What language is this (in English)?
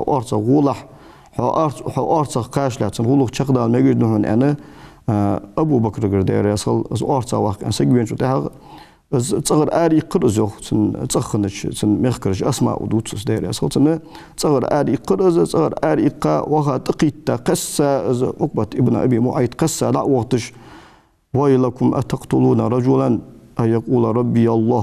Ingush